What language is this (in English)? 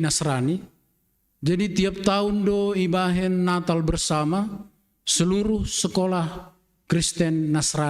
Batak Simalungun